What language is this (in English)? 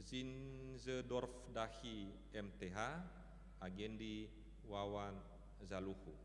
Nias